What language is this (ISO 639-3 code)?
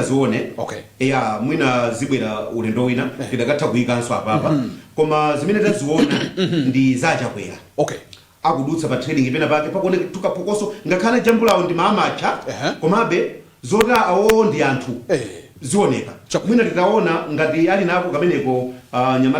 nya